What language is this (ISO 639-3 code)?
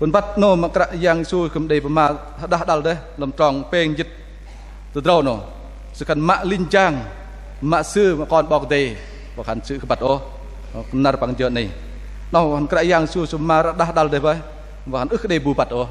bdq